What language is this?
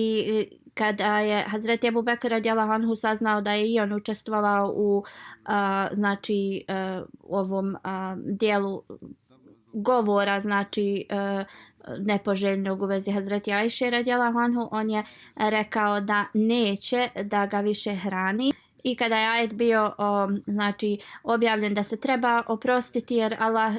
Bosnian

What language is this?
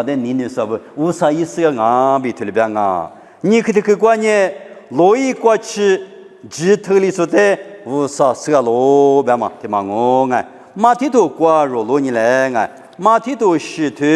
Lisu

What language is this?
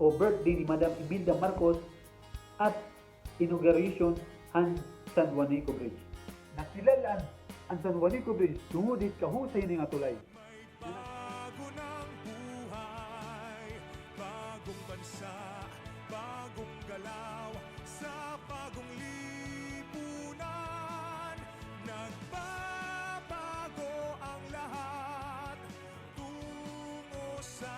Waray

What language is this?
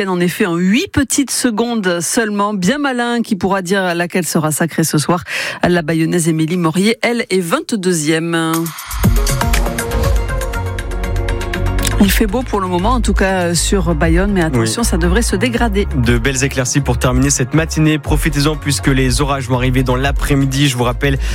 French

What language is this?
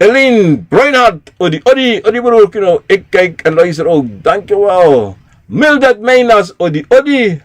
Sranan Tongo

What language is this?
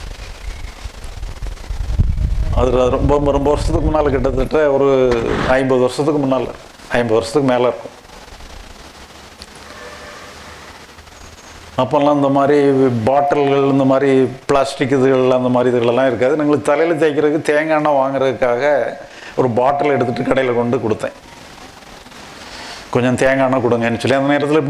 Tamil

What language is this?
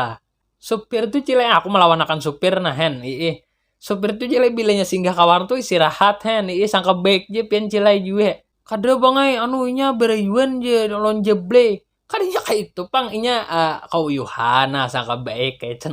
Banjar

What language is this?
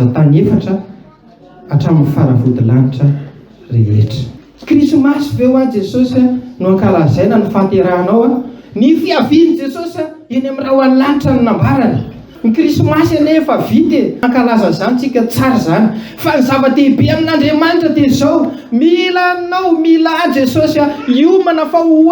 Malagasy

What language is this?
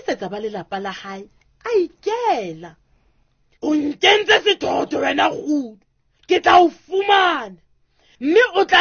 Southern Sotho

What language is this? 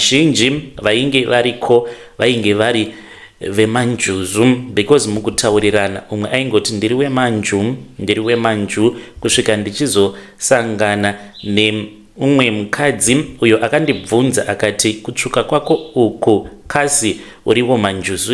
Shona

